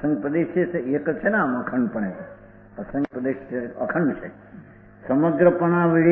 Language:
Gujarati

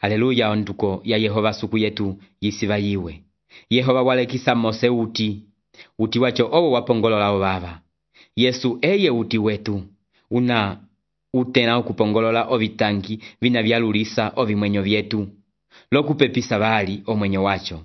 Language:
Umbundu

